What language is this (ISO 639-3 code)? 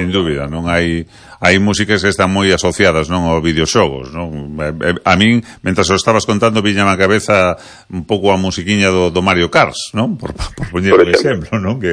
glg